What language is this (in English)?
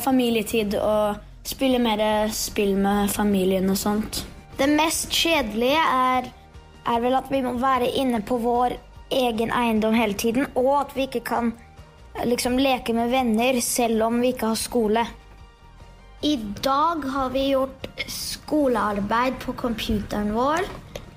Norwegian